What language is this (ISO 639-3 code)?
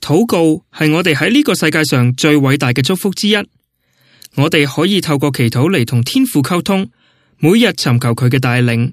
yue